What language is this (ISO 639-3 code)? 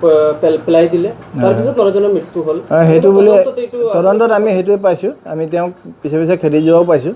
asm